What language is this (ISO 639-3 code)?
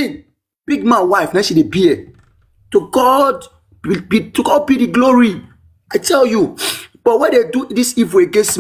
pcm